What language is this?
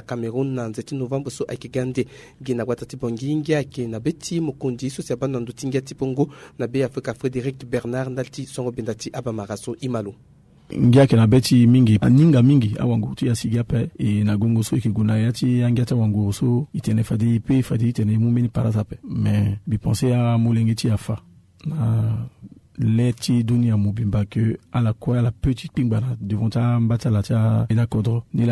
Sango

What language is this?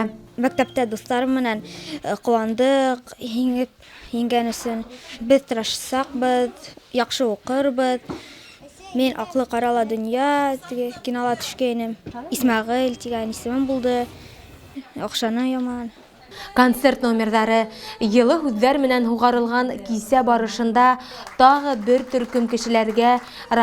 Bashkir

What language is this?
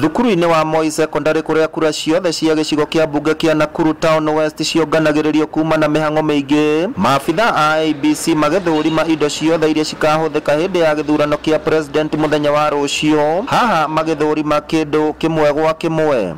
Kikuyu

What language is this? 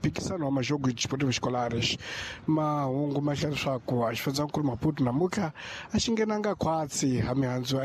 Tsonga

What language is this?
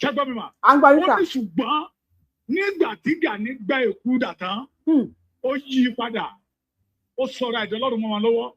Yoruba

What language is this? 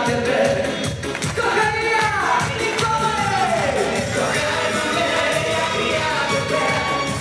Ukrainian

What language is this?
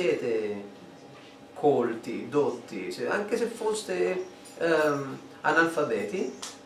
Italian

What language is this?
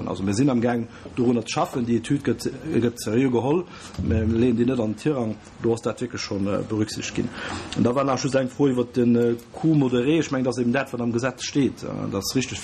Luxembourgish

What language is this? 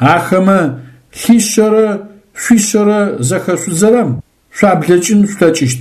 Adyghe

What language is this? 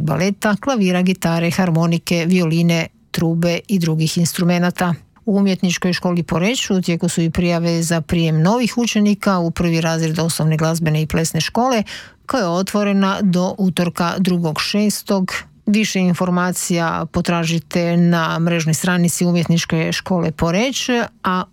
Croatian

